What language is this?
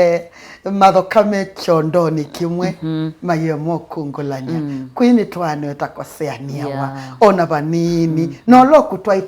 Kamba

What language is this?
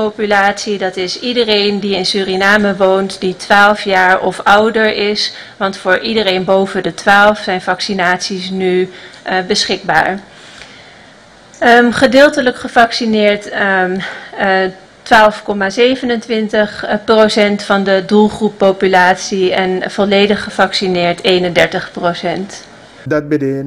Dutch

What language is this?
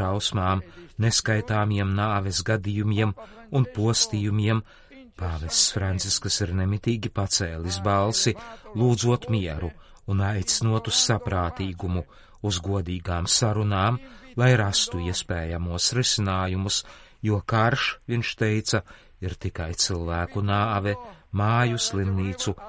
Latvian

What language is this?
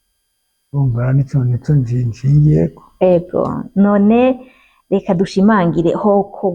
Rundi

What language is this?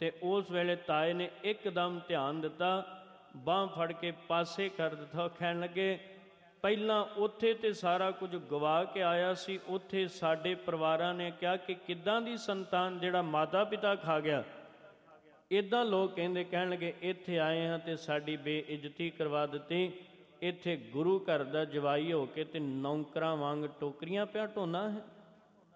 Punjabi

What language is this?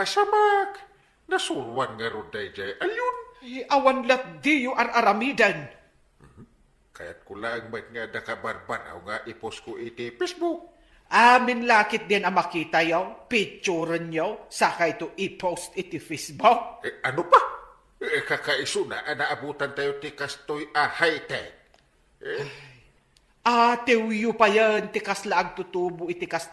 Iloko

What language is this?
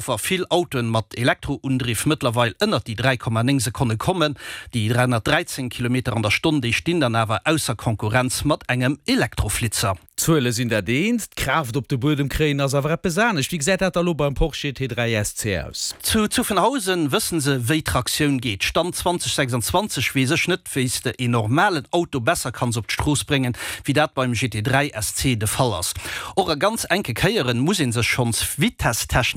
Luxembourgish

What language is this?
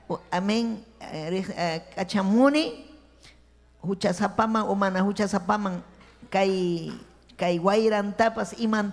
Ayacucho Quechua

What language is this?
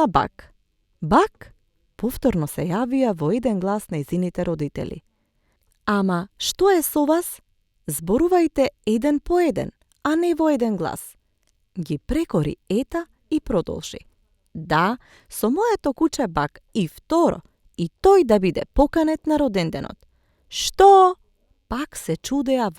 Macedonian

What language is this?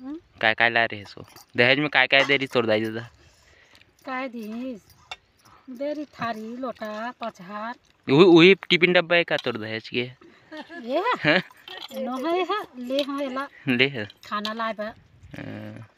Chhattisgarhi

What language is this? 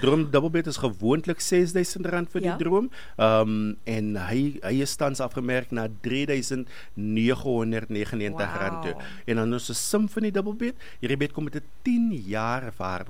Afrikaans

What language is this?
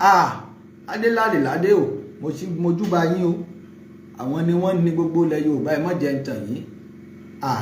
Yoruba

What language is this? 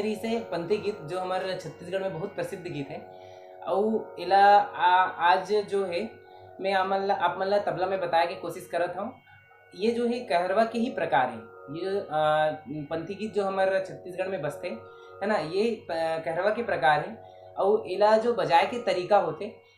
Chhattisgarhi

